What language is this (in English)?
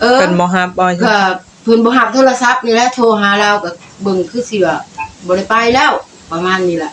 Northeastern Thai